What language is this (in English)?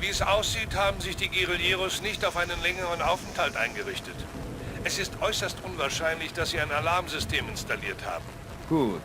Bavarian